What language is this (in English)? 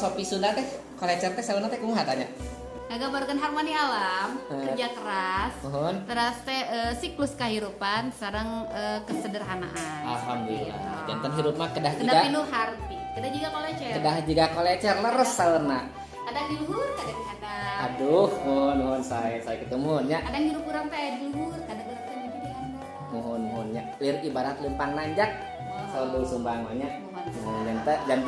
Sundanese